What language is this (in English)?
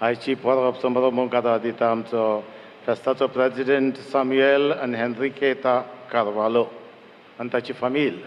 Konkani